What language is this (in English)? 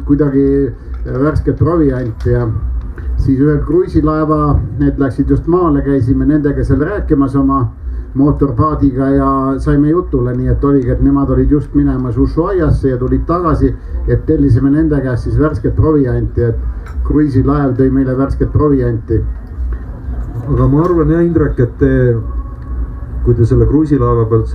Estonian